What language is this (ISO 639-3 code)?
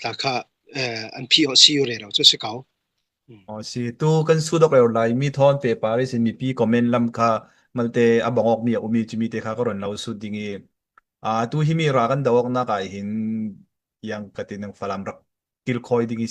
cfm